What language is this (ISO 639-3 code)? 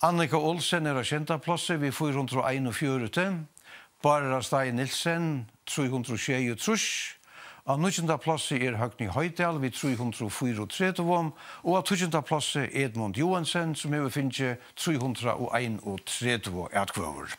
fao